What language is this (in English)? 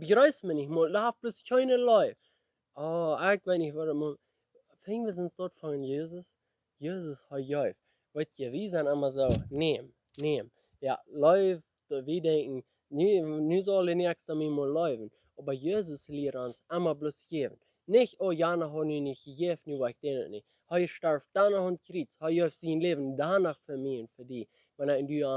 Plautdietsch